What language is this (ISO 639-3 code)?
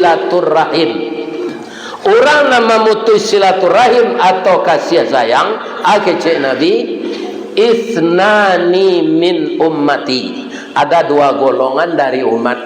min